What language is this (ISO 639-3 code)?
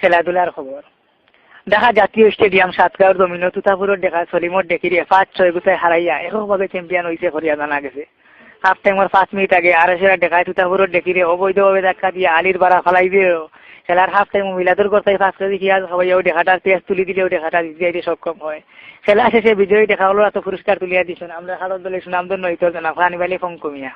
syl